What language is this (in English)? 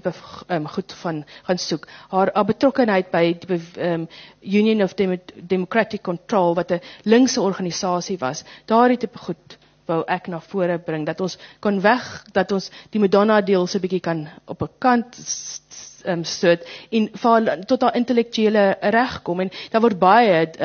Afrikaans